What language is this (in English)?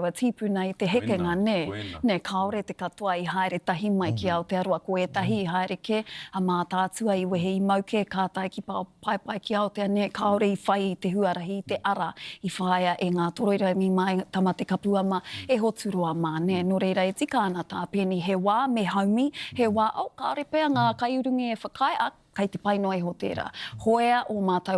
Māori